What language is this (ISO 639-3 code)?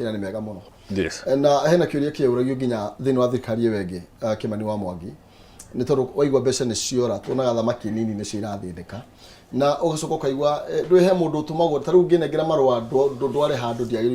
kik